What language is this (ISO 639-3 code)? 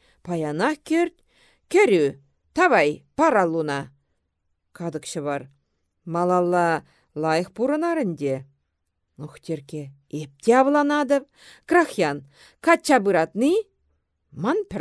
chv